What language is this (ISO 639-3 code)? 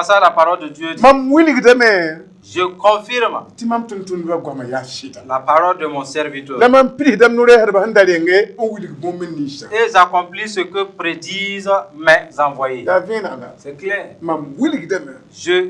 mos